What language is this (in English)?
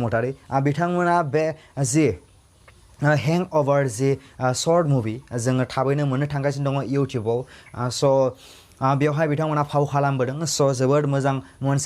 Bodo